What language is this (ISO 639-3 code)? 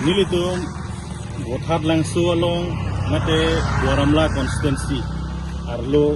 mjw